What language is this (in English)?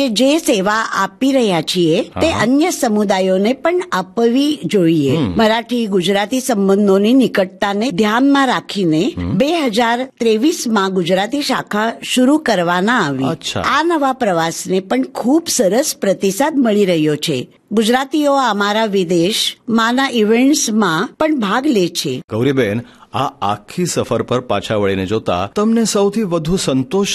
Gujarati